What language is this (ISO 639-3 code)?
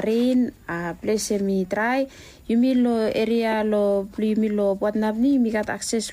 bis